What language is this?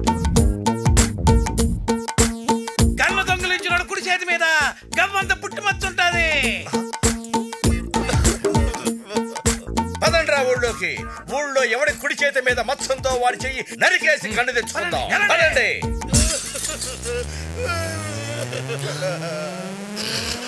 Telugu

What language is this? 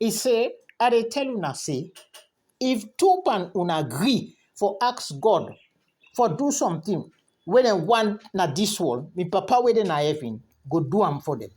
Krio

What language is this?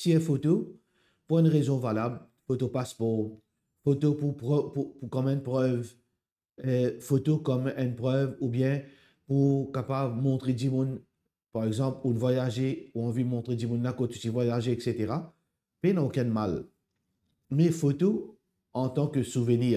Morisyen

